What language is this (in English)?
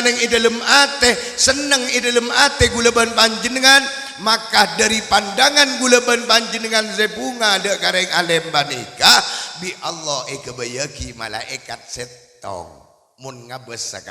Madurese